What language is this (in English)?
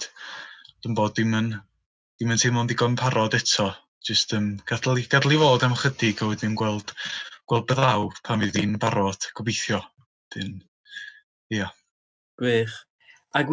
Welsh